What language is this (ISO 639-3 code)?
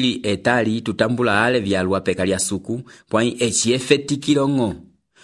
umb